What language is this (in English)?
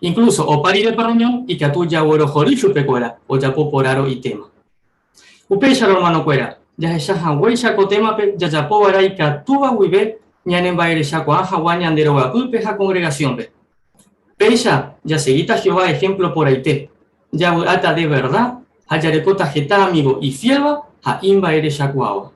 Guarani